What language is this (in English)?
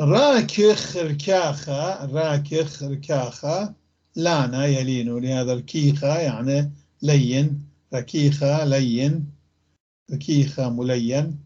North Levantine Arabic